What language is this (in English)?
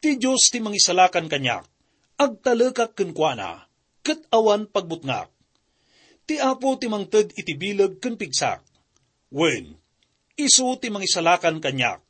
Iloko